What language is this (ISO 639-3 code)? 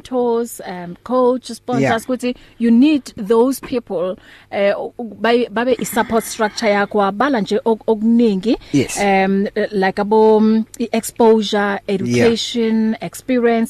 eng